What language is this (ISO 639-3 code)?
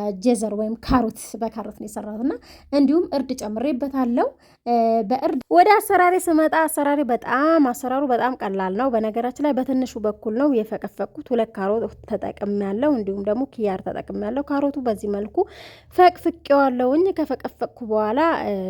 amh